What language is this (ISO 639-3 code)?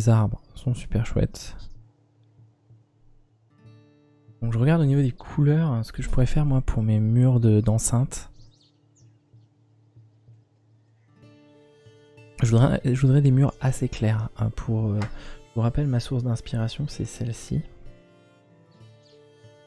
fra